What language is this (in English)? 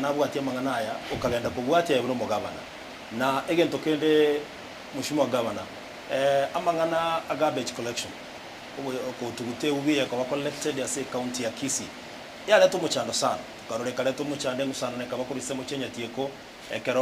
Gusii